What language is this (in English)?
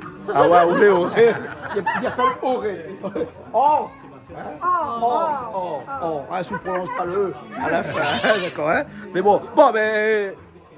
Réunion Creole French